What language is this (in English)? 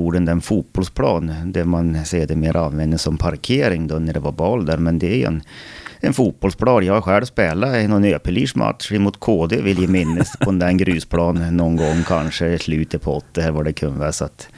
Swedish